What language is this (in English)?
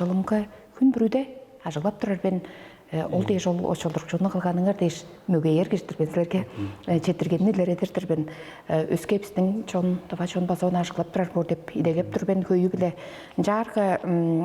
Tuvinian